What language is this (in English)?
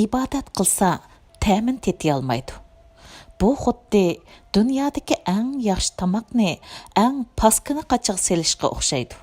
Uyghur